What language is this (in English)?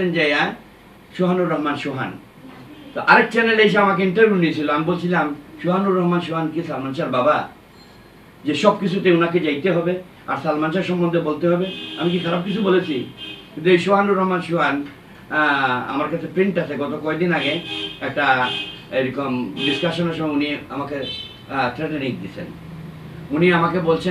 Bangla